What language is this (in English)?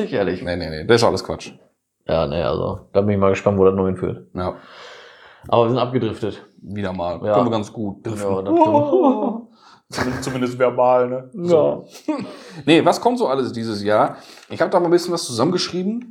German